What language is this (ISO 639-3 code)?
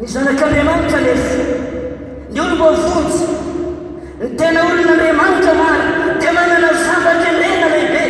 mlg